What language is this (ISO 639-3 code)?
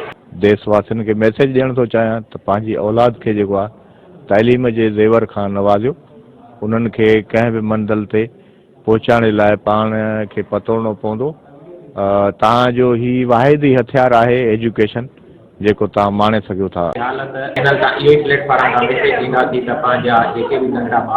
snd